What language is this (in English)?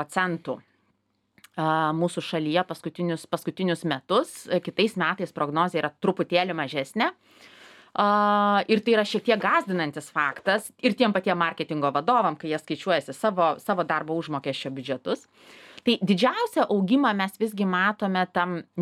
Lithuanian